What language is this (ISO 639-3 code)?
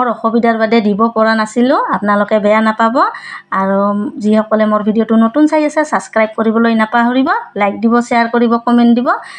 asm